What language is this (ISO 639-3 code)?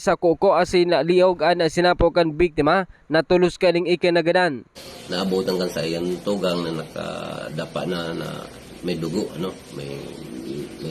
bik